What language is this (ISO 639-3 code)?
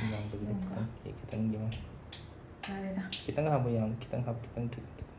mni